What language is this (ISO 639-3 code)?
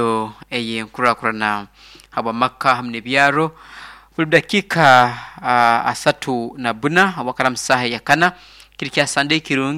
nyo